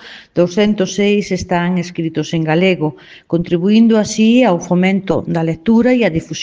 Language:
Galician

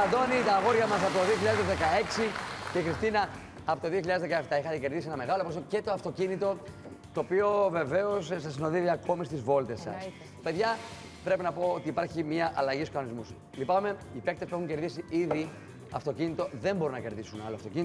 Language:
Greek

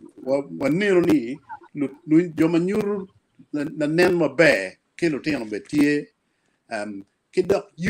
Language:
Acoli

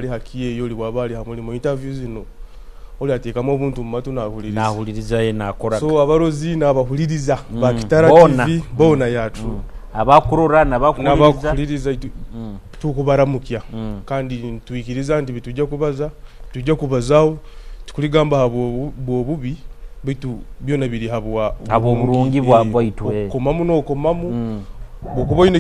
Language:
Nyoro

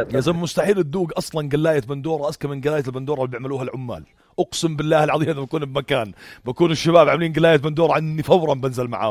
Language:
North Levantine Arabic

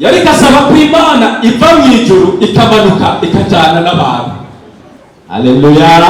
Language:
Rundi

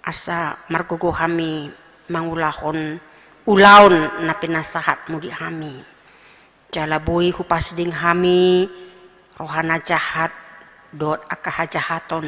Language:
Batak Toba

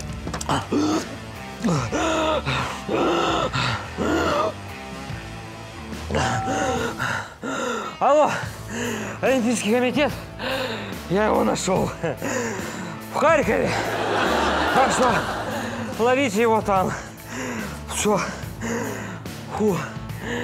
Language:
Russian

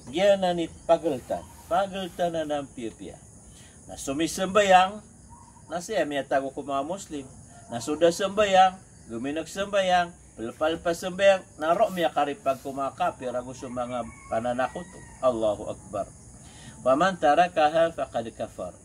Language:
Maranao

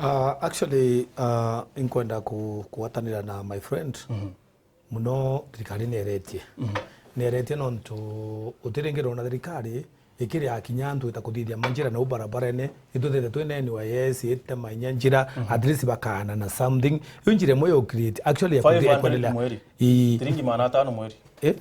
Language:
Meru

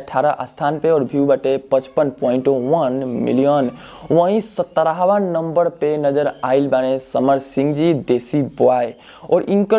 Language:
Bhojpuri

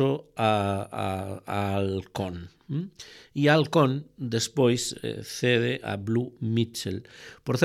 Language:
Galician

